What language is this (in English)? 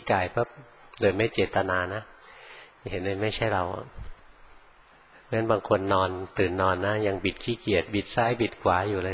Thai